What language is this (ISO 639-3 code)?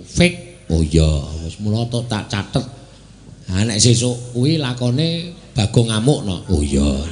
jav